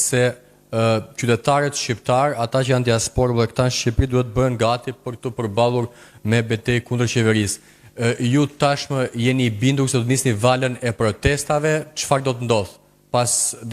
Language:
Albanian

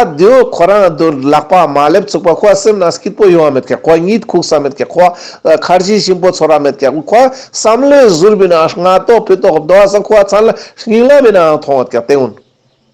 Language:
Ladakhi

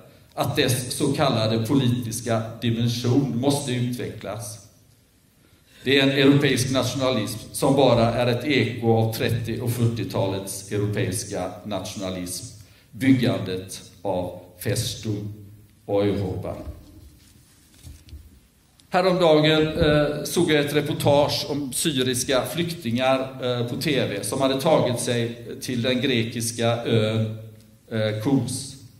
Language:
Swedish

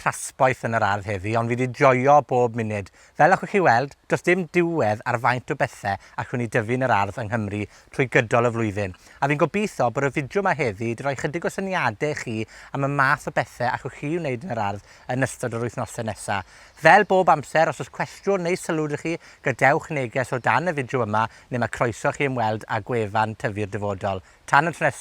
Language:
Welsh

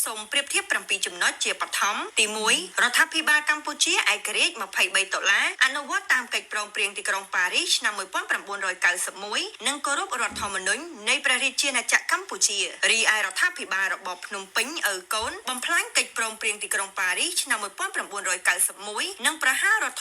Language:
Khmer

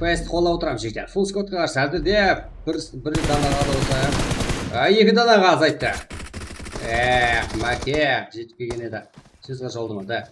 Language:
Kara-Kalpak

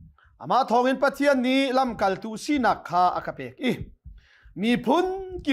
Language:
Hakha Chin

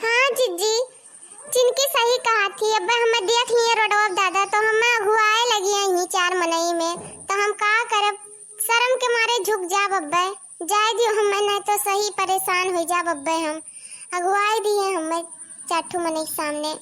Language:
Awadhi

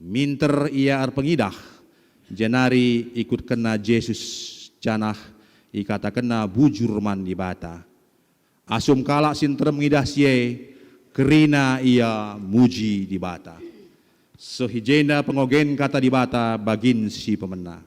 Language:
Batak Karo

